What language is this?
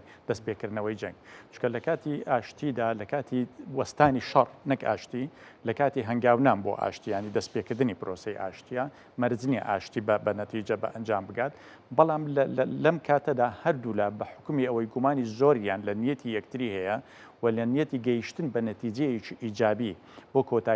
Central Kurdish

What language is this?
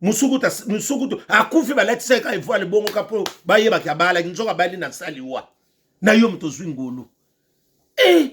Lingala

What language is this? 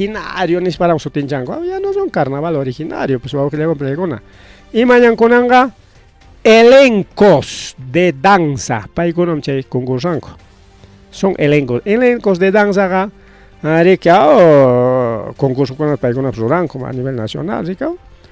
Ayacucho Quechua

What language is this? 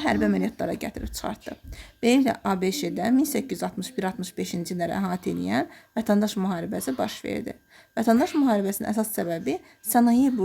Azerbaijani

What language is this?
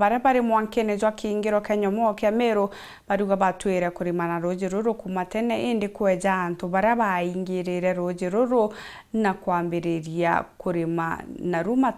Meru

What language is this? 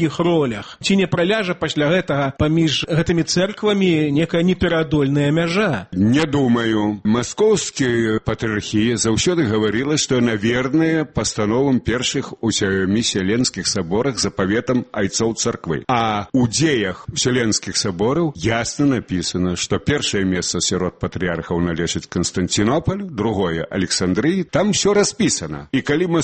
Belarusian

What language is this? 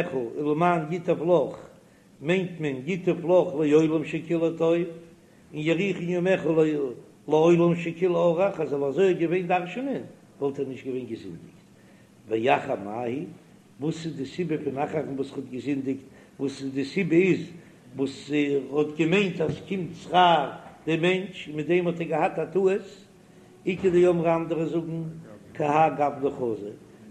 Yiddish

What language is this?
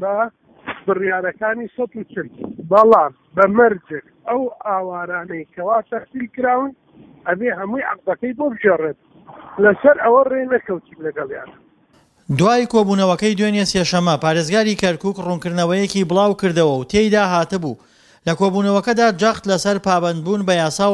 Central Kurdish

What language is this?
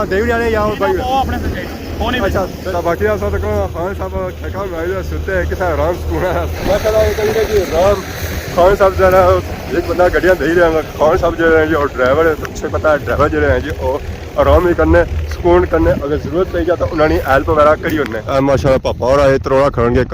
Pahari-Potwari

